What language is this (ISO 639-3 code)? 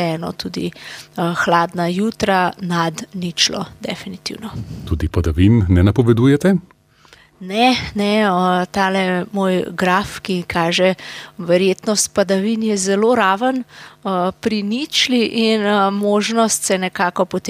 slv